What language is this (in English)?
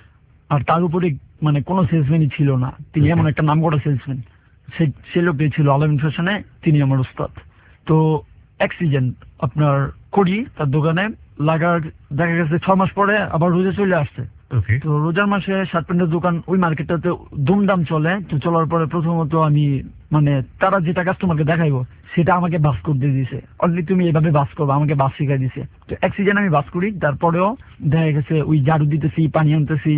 Bangla